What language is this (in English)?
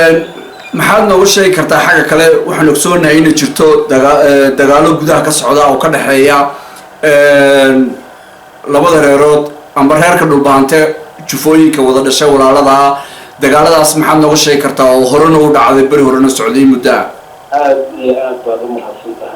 Somali